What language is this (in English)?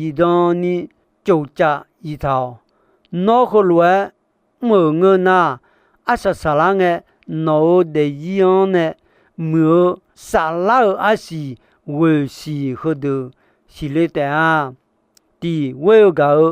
Akha